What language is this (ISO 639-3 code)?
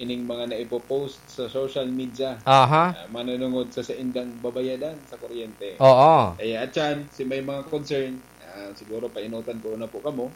bik